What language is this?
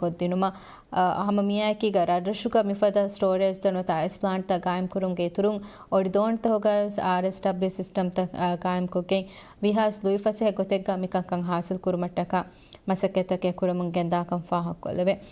Divehi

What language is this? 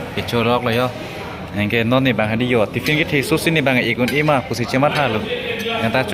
Karbi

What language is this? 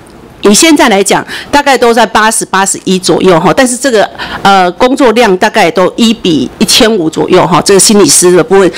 Chinese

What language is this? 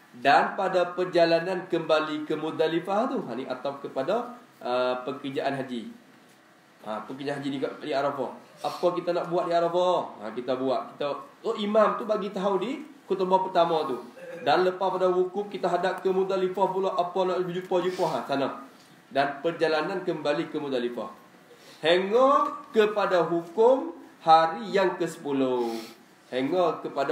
Malay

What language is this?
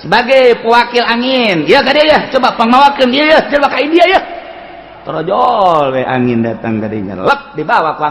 Sundanese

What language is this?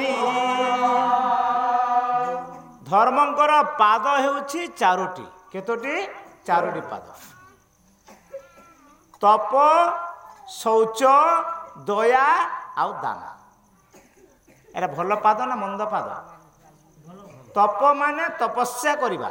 Odia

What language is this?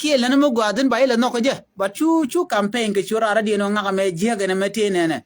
Nuer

